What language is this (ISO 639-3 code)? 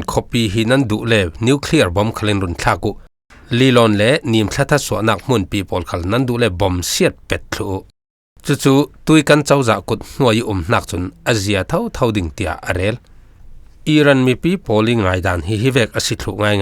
cfm